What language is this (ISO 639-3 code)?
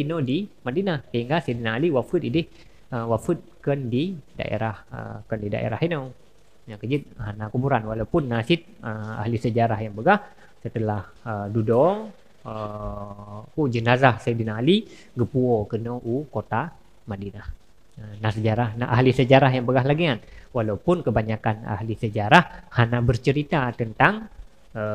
ace